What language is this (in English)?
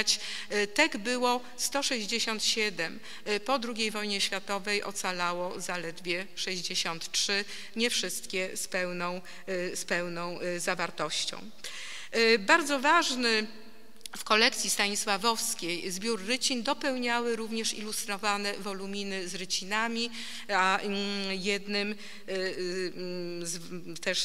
Polish